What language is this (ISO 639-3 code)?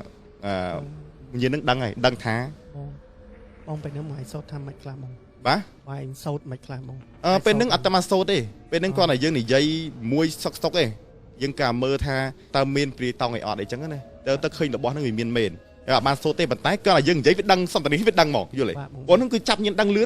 khm